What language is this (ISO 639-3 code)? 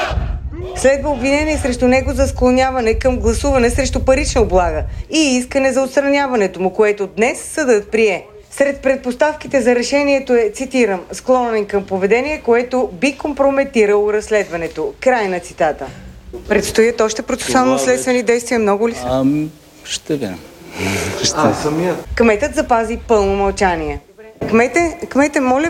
bul